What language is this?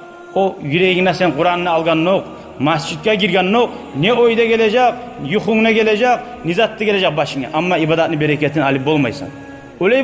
Kumyk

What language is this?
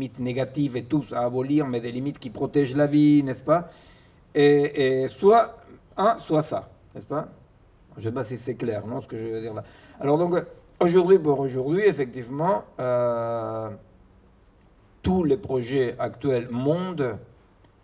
French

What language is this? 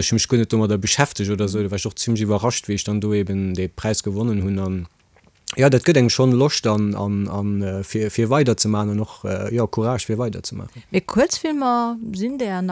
Luxembourgish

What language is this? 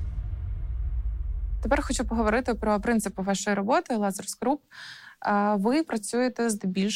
Ukrainian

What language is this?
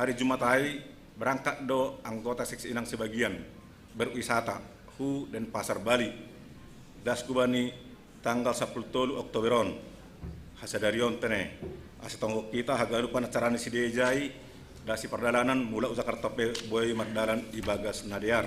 Batak Simalungun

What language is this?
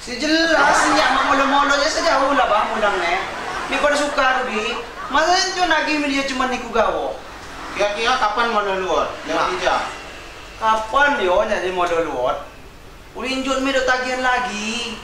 Lampung Api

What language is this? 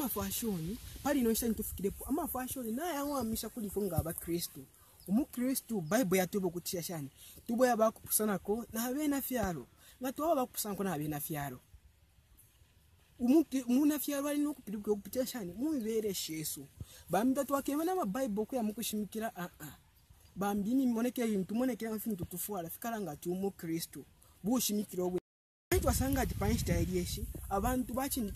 Bemba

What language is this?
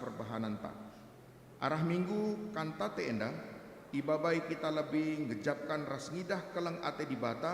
Batak Karo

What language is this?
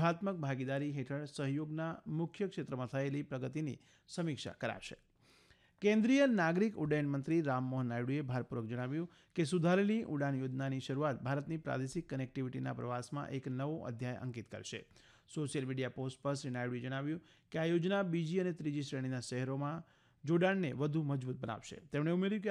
Gujarati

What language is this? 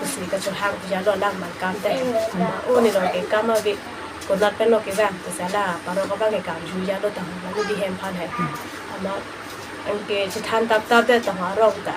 Karbi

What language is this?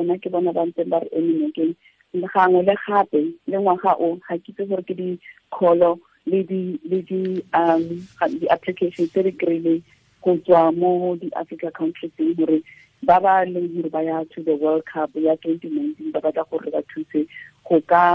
Tswana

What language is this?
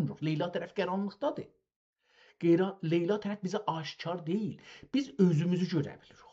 South Azerbaijani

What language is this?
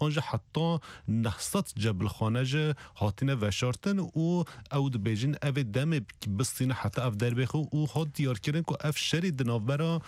Kurdish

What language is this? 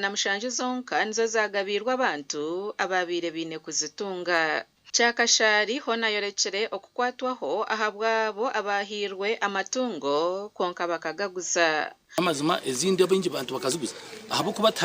Nyankole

